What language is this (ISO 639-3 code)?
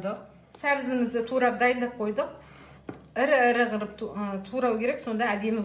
kaz